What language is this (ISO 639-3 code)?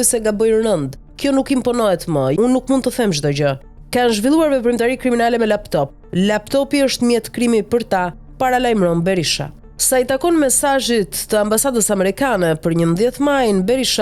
sqi